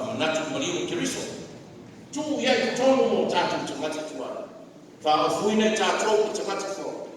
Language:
Samoan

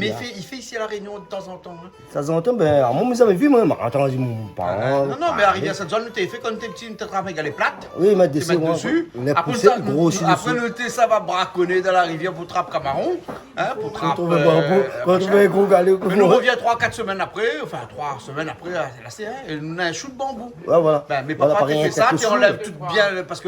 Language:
Réunion Creole French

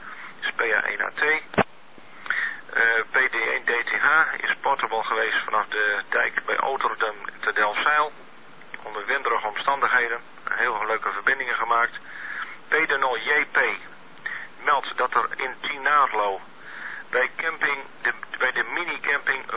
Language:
Dutch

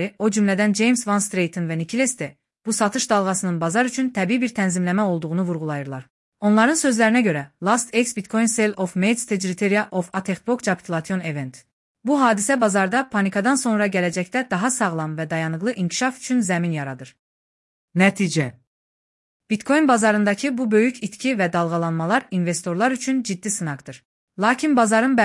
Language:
Azerbaijani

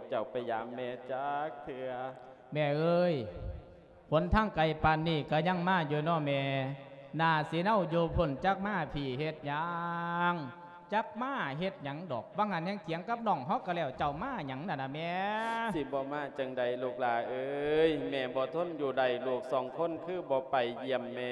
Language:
Lao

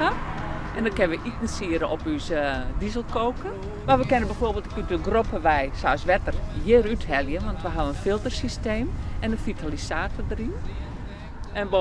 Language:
Western Frisian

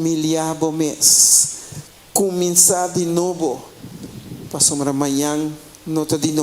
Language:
Papiamento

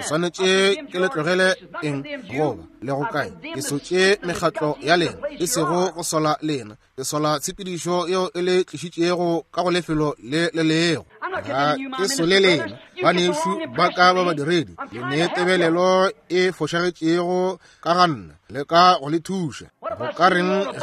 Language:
Northern Sotho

